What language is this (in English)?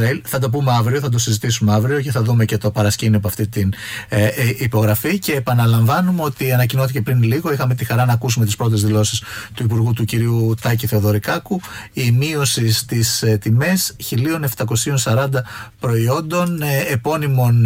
Greek